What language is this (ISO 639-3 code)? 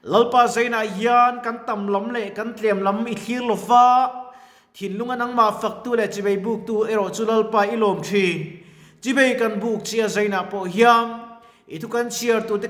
lus